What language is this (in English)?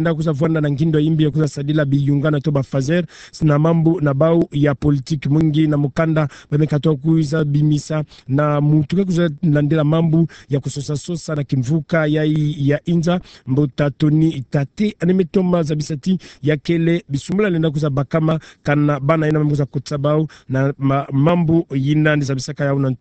Kituba (Democratic Republic of Congo)